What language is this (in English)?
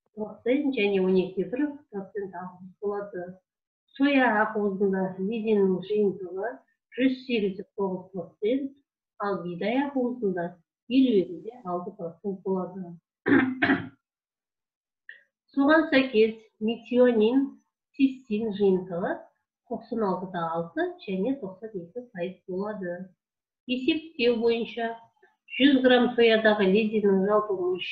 Kazakh